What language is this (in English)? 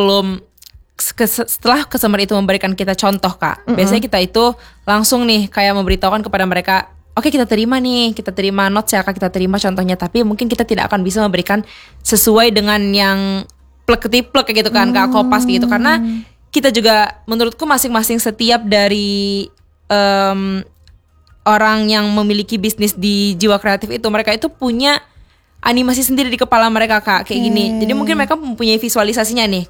Indonesian